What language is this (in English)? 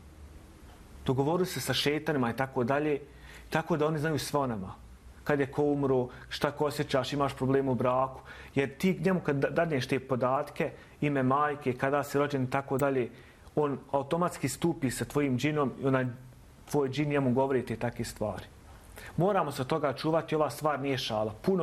Bosnian